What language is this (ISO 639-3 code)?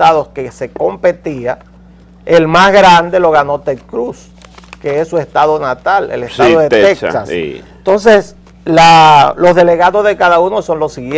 spa